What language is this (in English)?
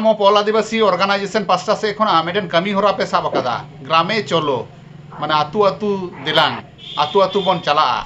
Santali